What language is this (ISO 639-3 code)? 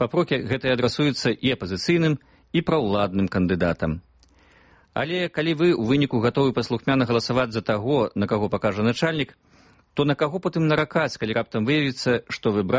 bel